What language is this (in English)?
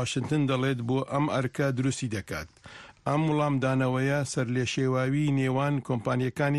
Central Kurdish